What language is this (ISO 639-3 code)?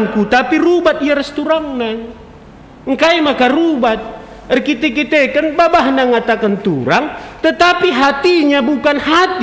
btx